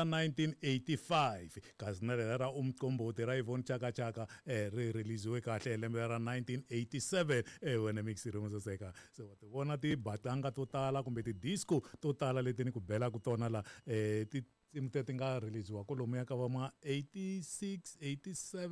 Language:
Tsonga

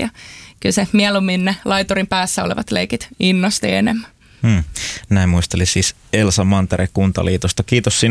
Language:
Finnish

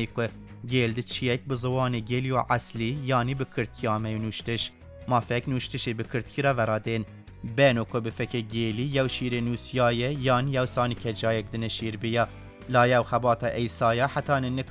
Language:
Kurdish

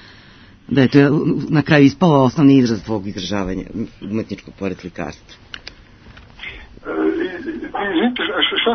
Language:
Serbian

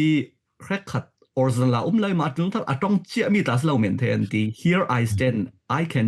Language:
Falam Chin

